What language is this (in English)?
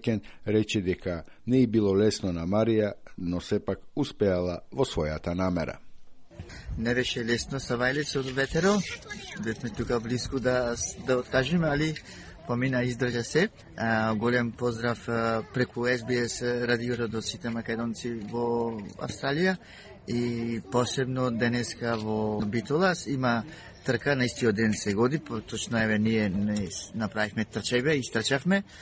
Macedonian